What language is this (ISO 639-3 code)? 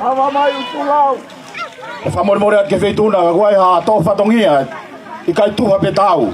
ton